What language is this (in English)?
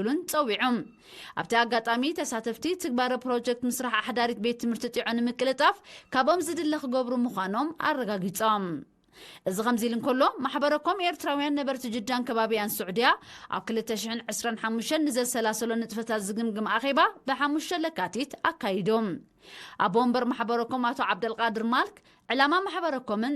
Tigrinya